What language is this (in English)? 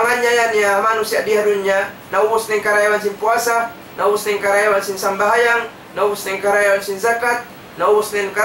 Tausug